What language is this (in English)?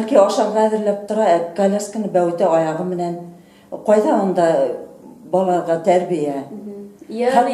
Bashkir